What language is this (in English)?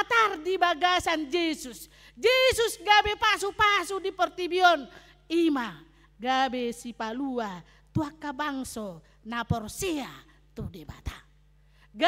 Batak Toba